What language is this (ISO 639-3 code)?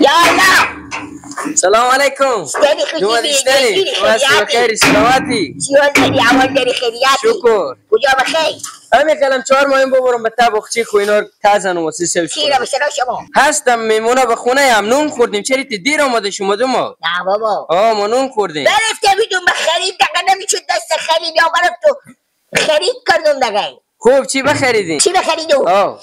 haz